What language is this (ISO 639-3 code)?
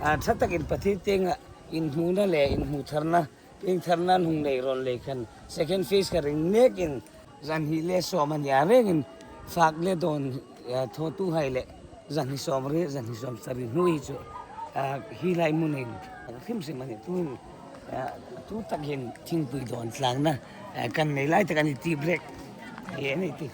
hmr